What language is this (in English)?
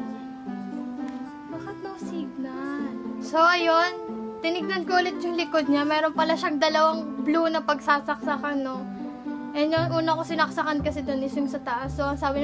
Filipino